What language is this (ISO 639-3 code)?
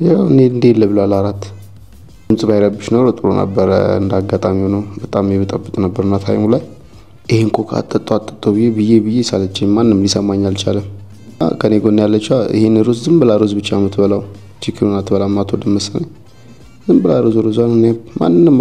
amh